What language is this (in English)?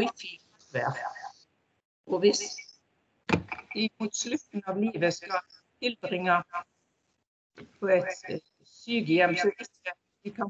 Norwegian